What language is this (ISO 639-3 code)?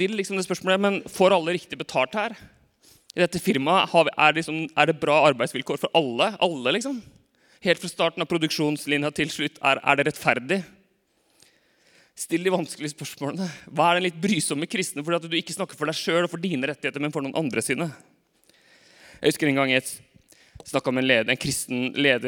nor